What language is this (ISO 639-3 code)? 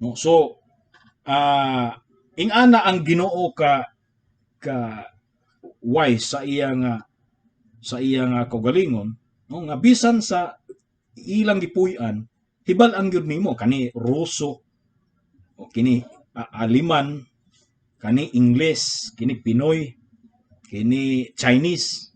ceb